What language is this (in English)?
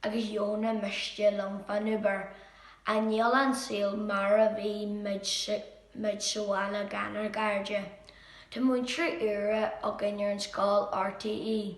Irish